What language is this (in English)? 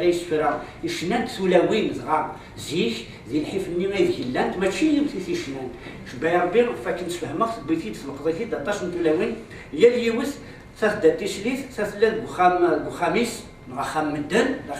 Kabyle